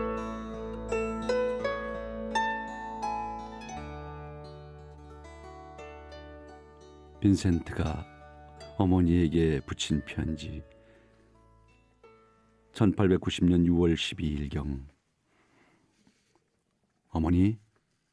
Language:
Korean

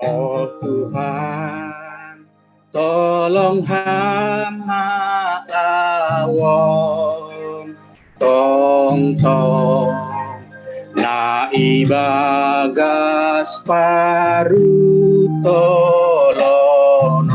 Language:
Batak Simalungun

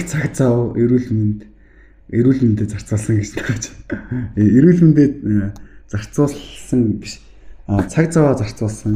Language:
Mongolian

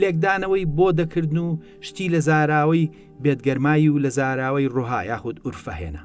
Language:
Central Kurdish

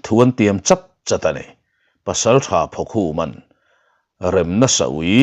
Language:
Mizo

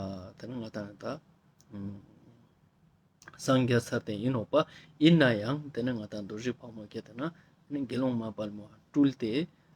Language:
Ladakhi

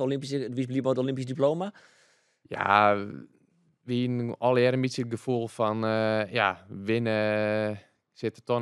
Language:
Western Frisian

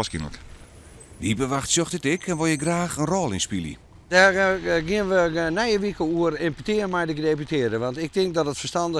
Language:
Western Frisian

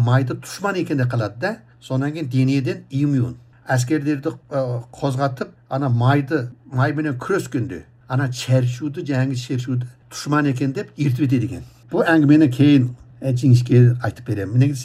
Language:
Kazakh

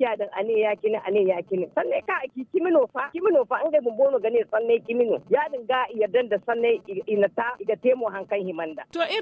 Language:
Zarma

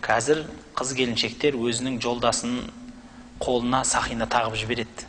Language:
Kazakh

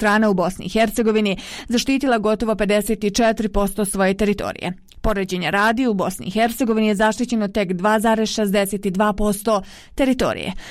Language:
Bosnian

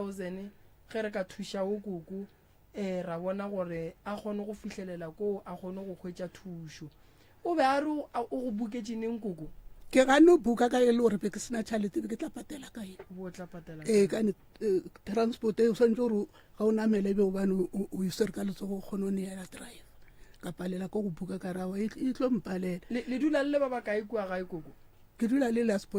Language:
Northern Sotho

